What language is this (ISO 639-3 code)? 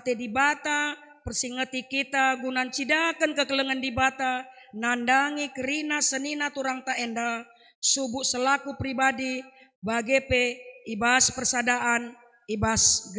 btx